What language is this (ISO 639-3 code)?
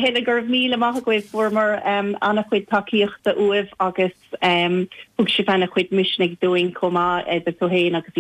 gle